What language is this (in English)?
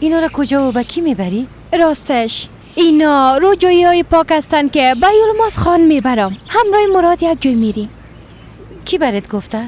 Persian